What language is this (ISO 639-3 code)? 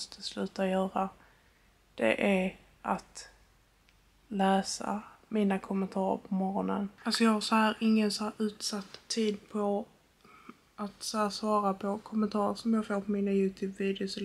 swe